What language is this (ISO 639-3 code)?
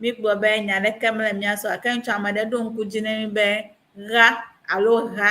ewe